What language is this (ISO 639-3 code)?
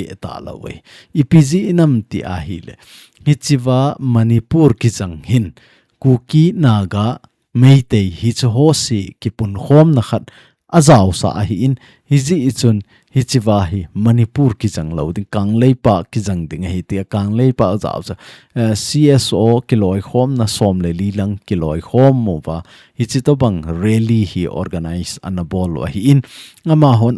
tcz